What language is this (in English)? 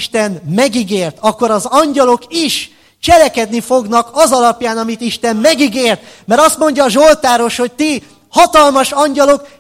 Hungarian